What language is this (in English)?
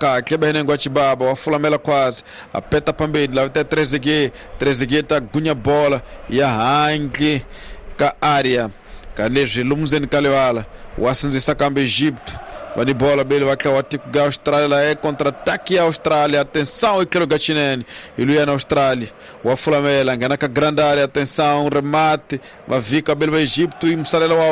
Tsonga